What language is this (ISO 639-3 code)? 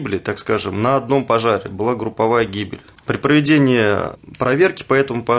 rus